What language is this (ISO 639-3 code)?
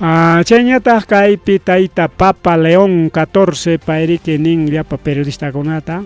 quy